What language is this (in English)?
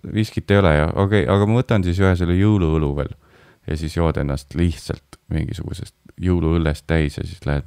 Estonian